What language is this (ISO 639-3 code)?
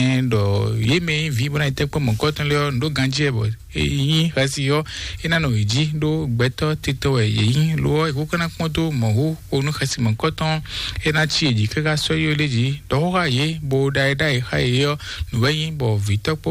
fon